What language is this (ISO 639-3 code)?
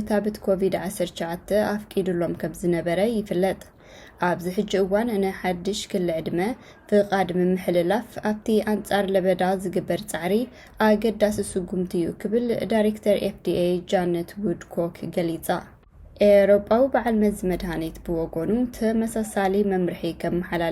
tir